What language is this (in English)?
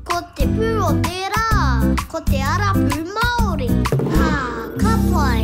Māori